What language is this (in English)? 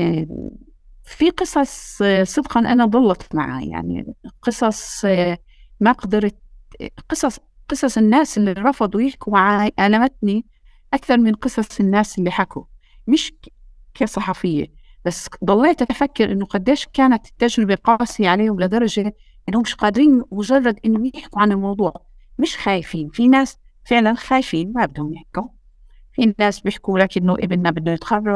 North Levantine Arabic